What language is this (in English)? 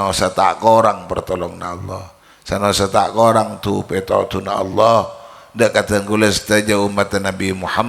Madurese